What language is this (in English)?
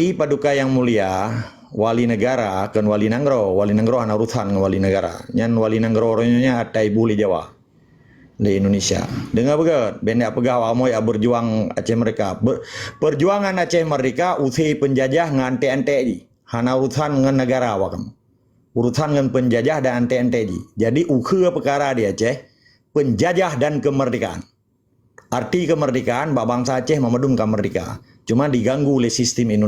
Achinese